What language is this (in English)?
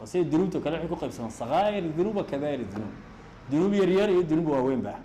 Somali